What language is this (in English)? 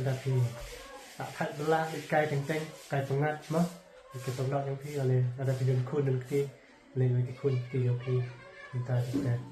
Khasi